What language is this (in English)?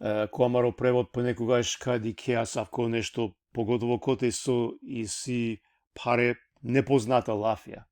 Balkan Romani